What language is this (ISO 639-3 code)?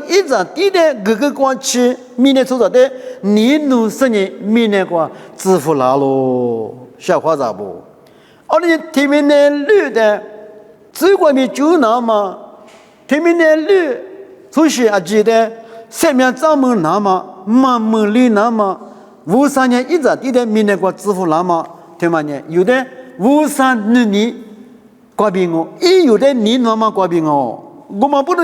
lis